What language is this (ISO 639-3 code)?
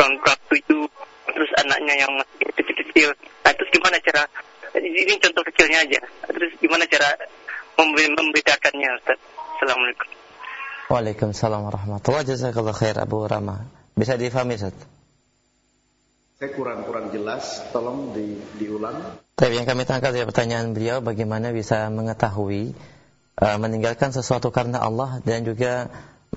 ind